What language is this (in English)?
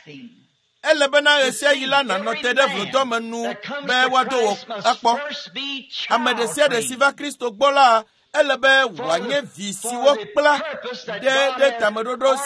Ewe